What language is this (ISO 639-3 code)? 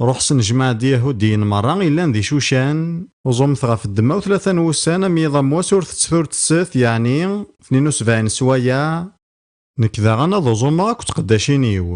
kab